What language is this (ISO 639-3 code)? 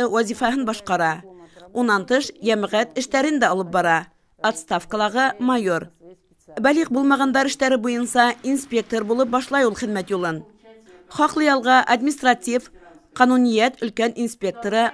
bak